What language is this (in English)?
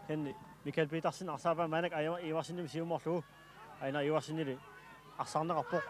Kalaallisut